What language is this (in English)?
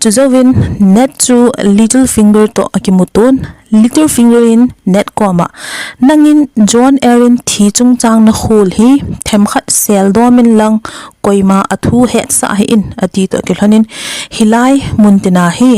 Thado Chin